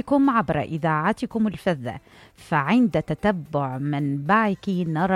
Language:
Mesopotamian Arabic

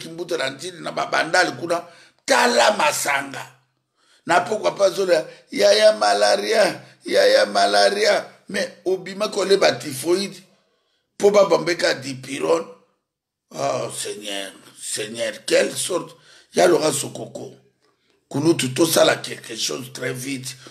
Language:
Lingala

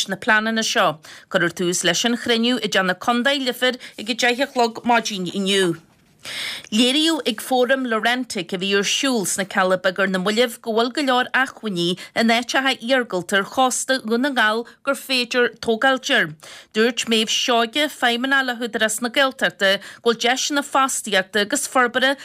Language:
Irish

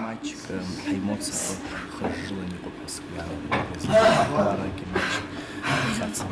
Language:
Abkhazian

